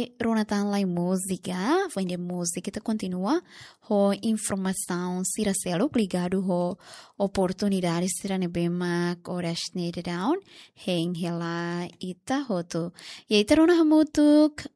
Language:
Tetum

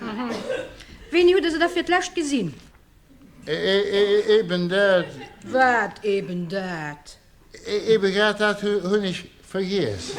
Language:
Luxembourgish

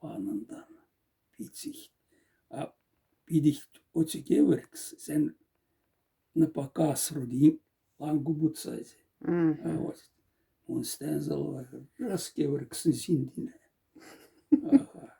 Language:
Moksha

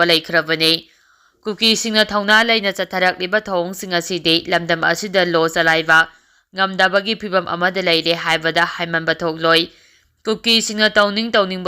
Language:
Manipuri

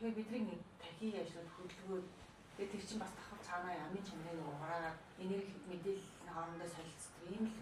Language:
Mongolian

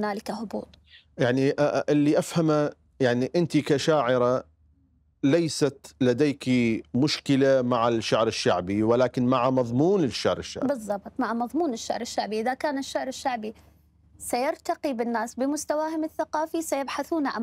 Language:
Mesopotamian Arabic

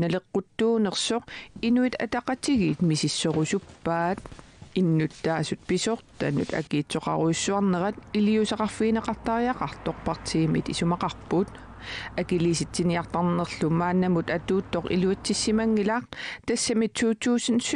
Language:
Kalaallisut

